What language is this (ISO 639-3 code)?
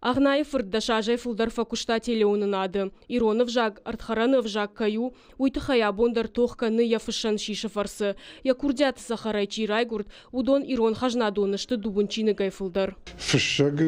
oss